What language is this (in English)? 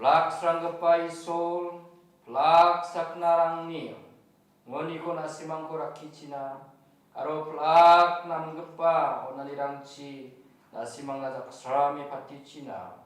Garo